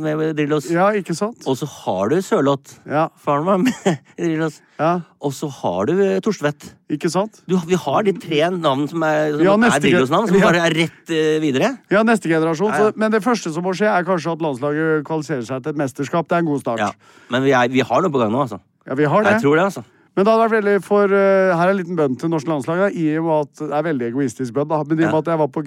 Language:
Norwegian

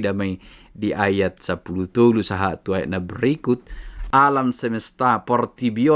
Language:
Batak Toba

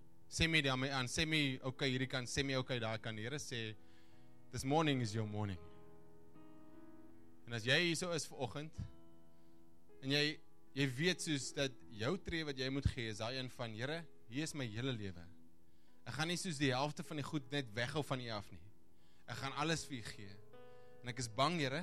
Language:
Afrikaans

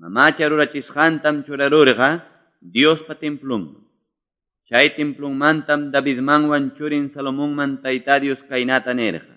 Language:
Quechua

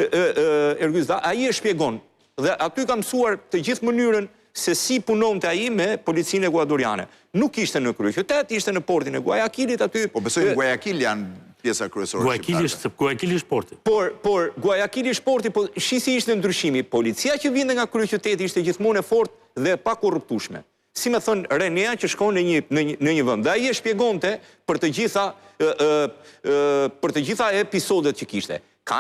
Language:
Albanian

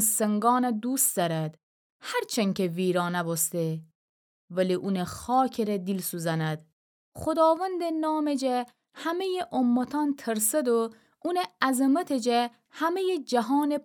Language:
Gilaki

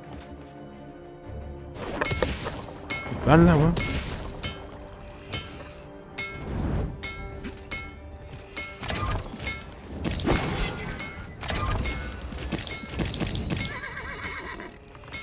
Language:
French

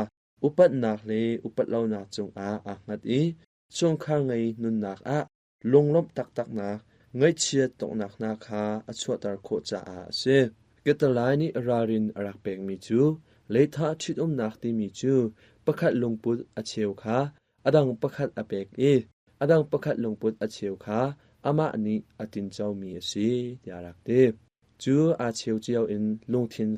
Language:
Hakha Chin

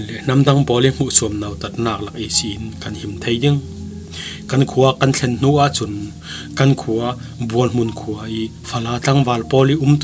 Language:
Falam Chin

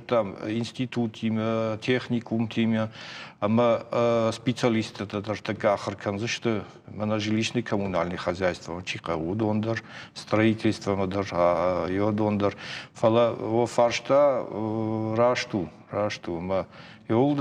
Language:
Ossetic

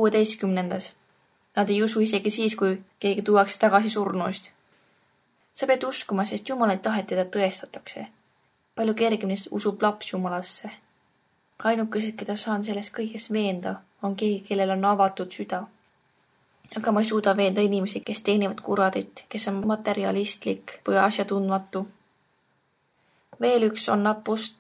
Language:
Estonian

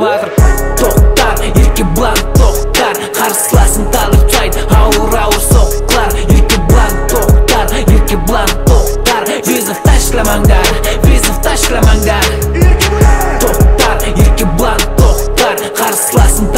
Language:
Kazakh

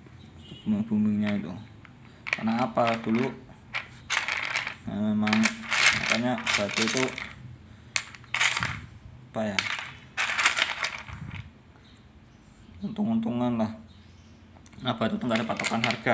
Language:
Indonesian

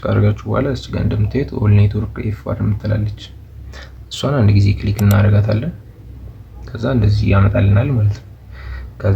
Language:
Amharic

